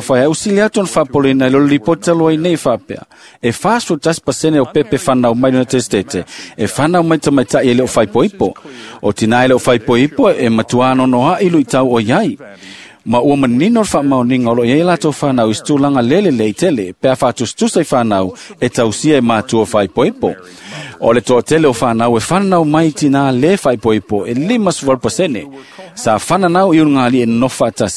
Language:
Samoan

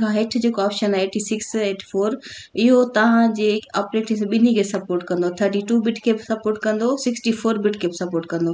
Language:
Sindhi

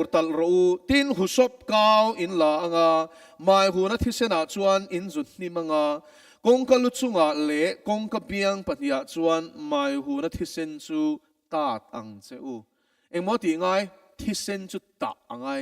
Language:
Mizo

